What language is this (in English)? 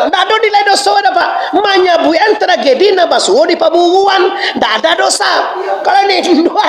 Minangkabau